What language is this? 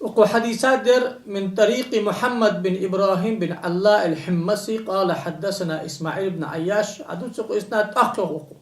Ingush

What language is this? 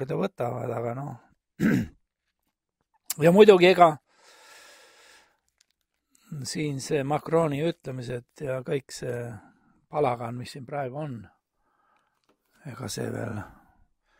Estonian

